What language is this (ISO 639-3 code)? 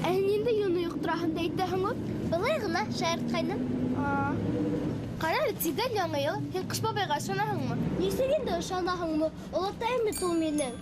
bak